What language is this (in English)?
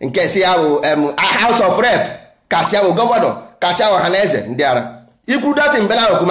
Igbo